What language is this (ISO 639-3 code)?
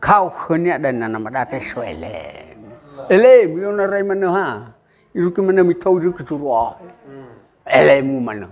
nia